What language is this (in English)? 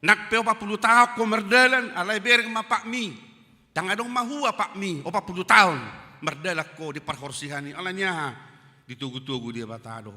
Batak Toba